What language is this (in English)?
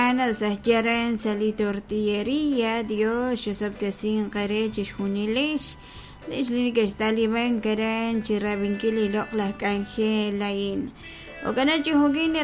Kekchí